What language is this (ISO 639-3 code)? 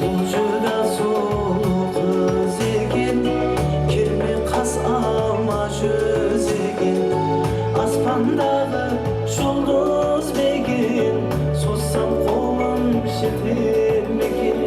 kaa